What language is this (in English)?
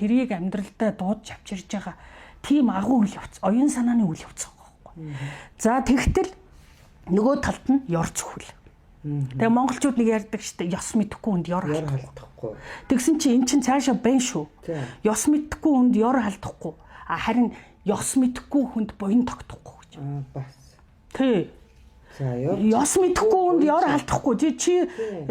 Mongolian